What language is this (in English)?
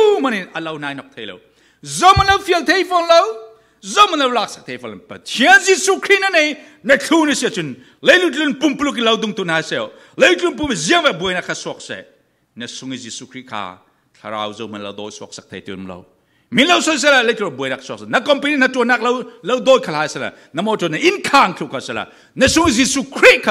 Falam Chin